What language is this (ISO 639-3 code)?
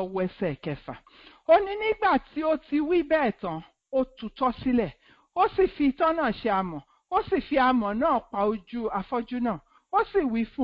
yor